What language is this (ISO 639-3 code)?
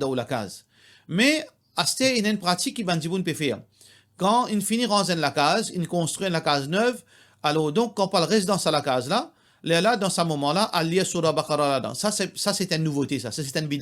mfe